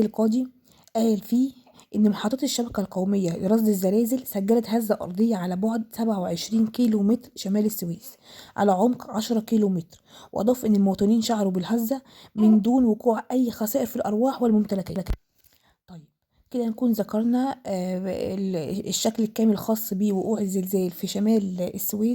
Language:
Egyptian Arabic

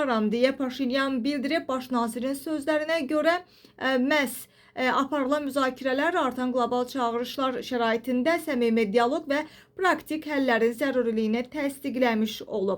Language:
Azerbaijani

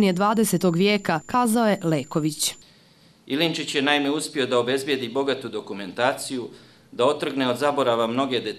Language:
Bosnian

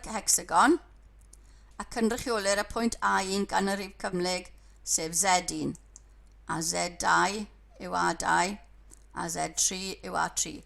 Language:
Welsh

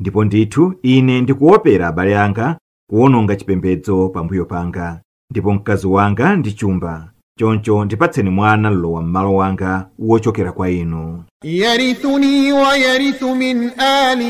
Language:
Nyanja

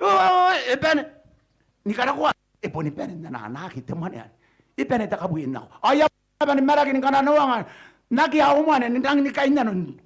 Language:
Gilbertese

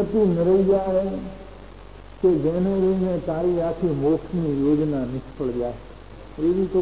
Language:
Gujarati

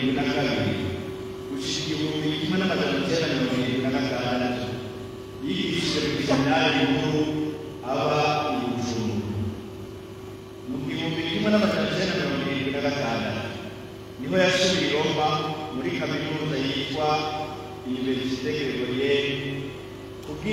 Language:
Rundi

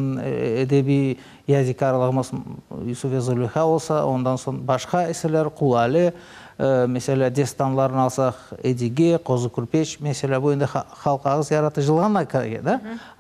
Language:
Crimean Tatar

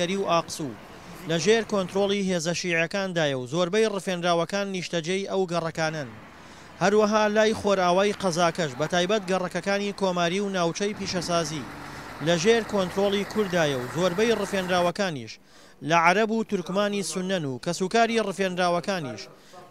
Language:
Central Kurdish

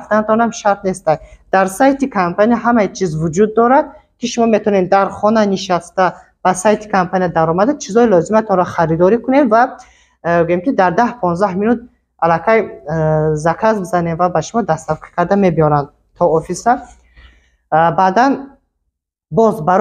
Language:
Tajik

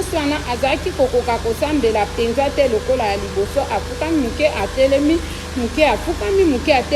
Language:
Lingala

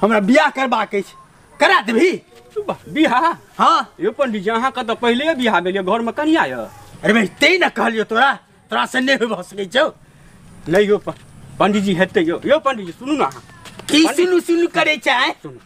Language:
Maithili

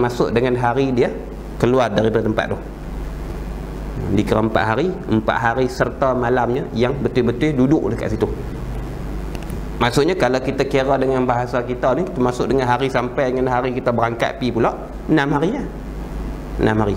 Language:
Malay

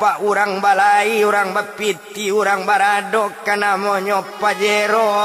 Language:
Minangkabau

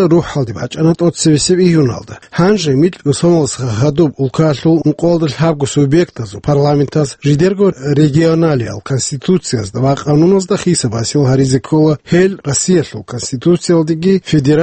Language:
Avaric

